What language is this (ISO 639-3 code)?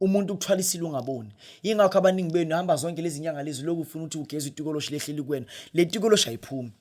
zul